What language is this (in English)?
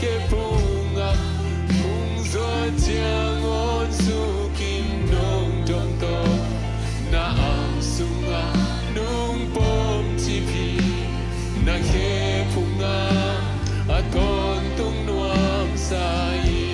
Tedim Chin